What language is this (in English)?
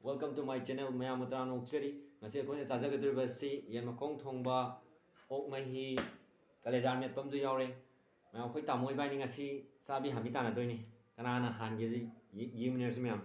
Manipuri